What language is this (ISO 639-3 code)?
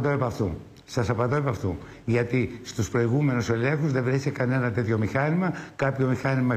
ell